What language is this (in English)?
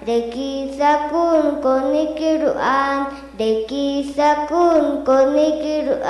Poqomchi'